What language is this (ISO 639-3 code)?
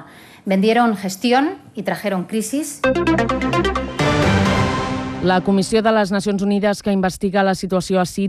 cat